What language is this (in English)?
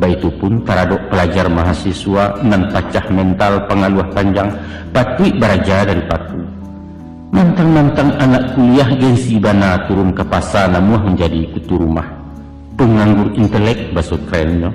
Minangkabau